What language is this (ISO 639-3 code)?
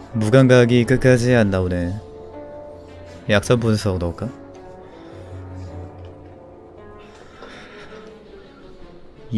kor